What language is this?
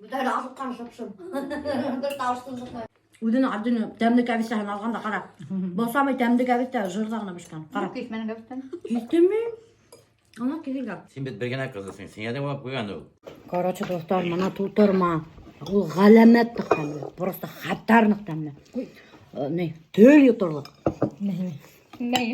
Bashkir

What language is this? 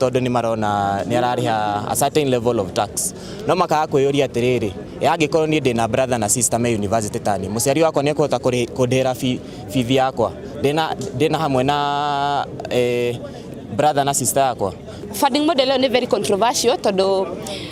Kikuyu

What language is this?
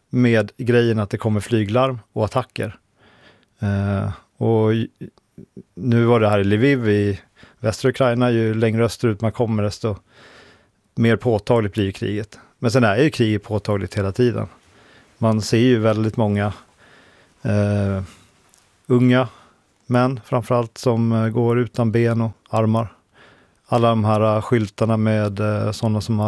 Swedish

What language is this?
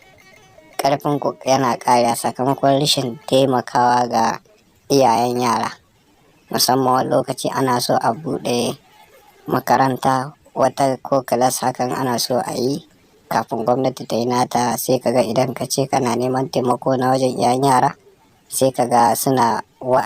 Hausa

